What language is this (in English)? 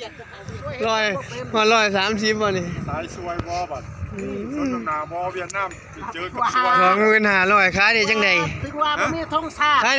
Northeastern Thai